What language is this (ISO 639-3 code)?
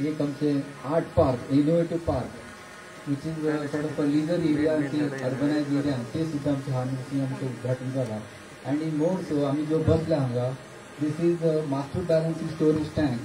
kok